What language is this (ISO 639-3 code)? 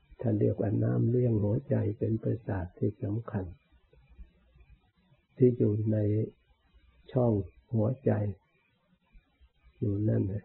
tha